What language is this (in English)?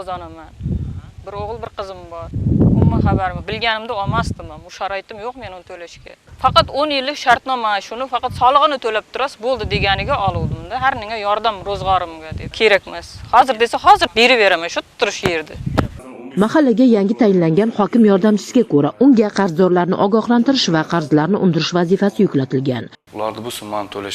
Uzbek